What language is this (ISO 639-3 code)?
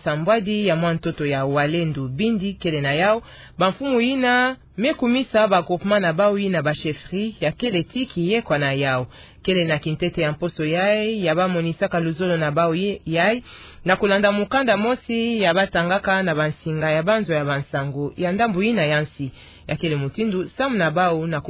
ktu